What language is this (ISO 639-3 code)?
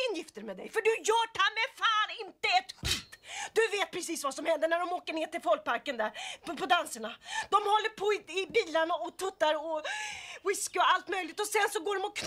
swe